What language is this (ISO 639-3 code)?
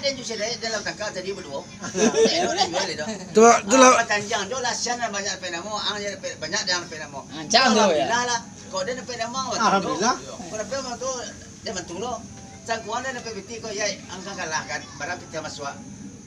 min